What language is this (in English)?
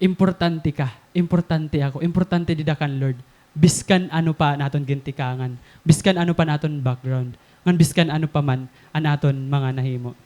Waray